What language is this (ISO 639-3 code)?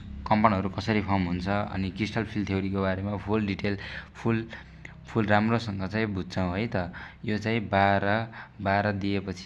nep